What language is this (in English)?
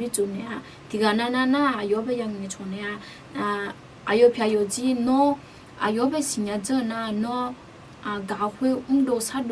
Akha